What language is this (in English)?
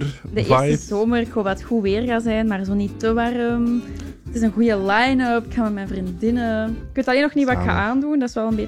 Dutch